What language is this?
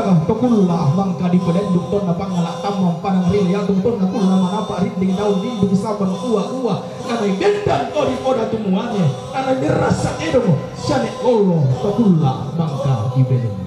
Toraja-Sa'dan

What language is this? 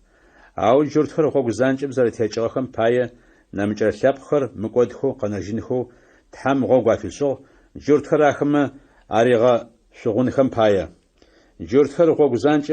Adyghe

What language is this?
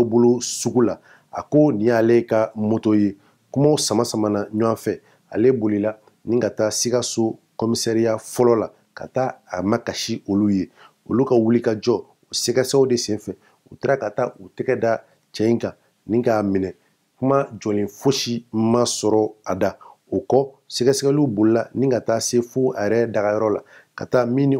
Bambara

